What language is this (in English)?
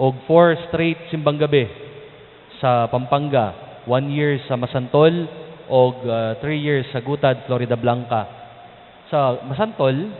Cebuano